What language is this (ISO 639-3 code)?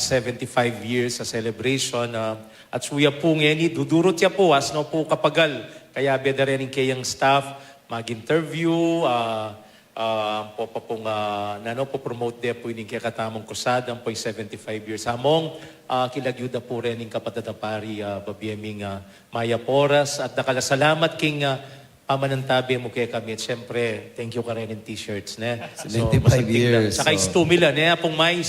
pam